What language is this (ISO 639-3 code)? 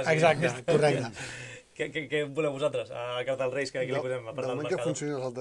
cat